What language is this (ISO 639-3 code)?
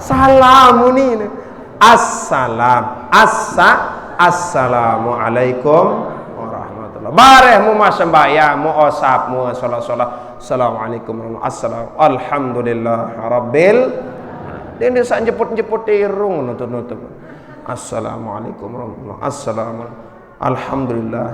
sas